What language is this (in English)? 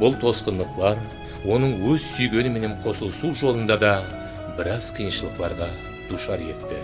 Kara-Kalpak